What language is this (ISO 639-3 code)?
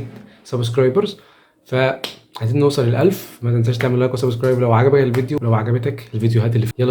arz